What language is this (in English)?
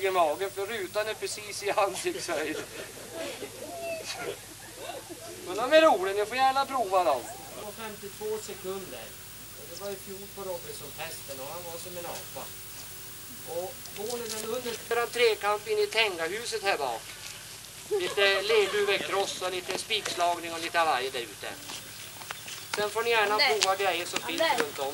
Swedish